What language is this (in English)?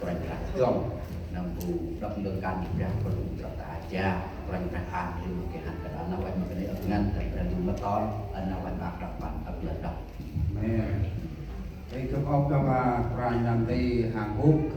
Central Mnong